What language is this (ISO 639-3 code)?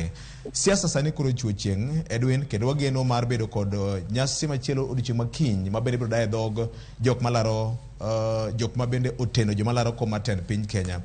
luo